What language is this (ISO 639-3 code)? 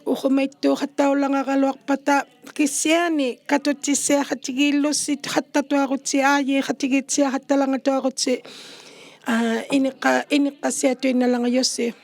iku